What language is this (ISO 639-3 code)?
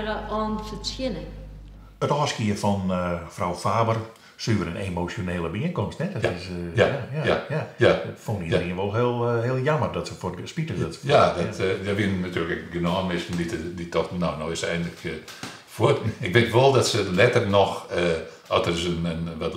fry